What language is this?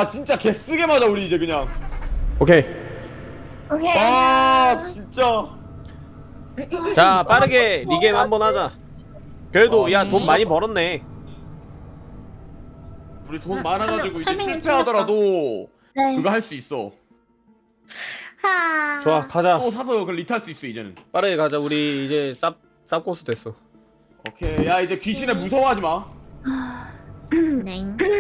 Korean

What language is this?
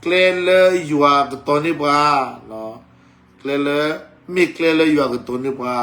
S'gaw Karen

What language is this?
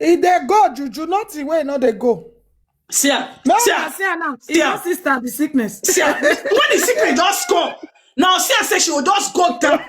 Nigerian Pidgin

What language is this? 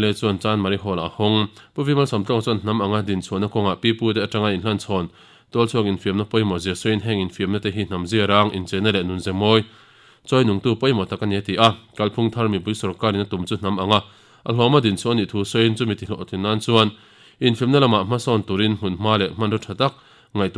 Mizo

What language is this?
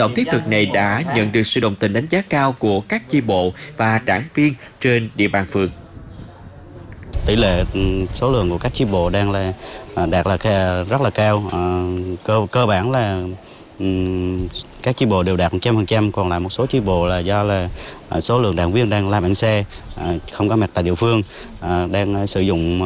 Vietnamese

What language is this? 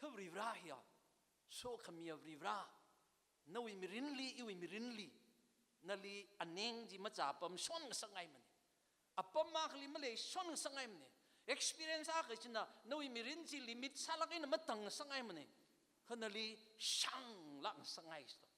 Tangkhul Naga (India)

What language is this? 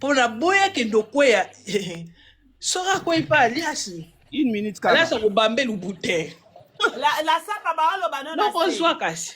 Lingala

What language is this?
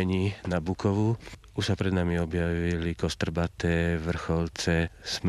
Slovak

